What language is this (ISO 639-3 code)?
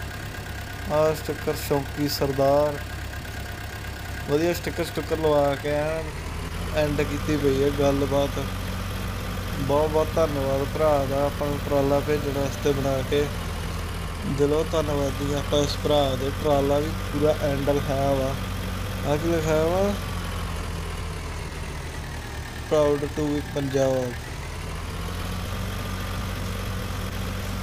pan